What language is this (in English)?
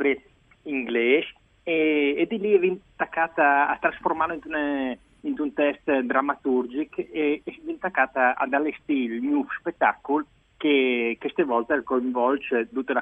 Friulian